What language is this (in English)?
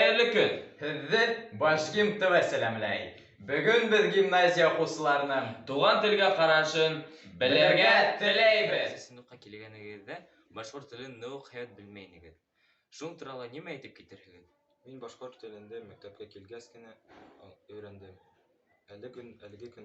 Bashkir